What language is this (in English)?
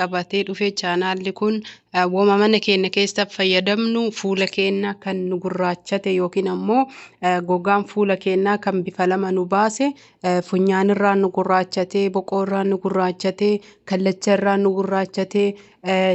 Oromo